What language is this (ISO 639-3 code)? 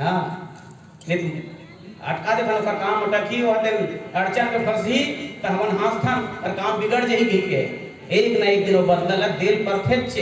hne